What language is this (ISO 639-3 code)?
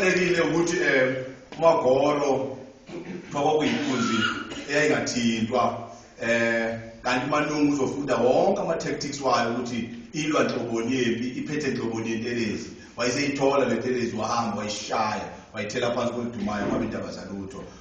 zul